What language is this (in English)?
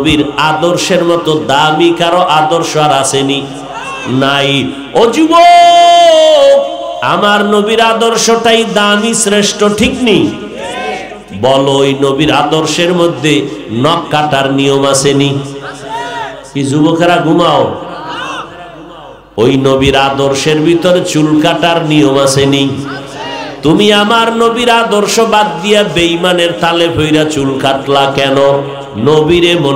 Bangla